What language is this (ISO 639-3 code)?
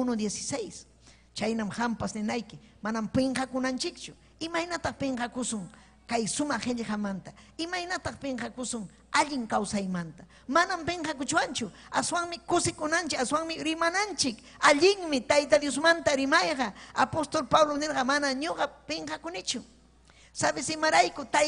quy